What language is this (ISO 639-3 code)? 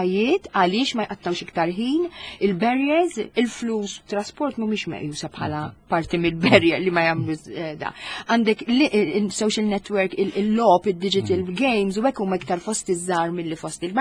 mlt